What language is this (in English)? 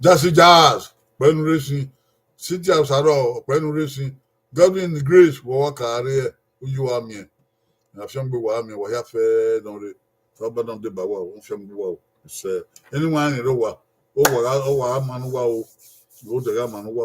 Bini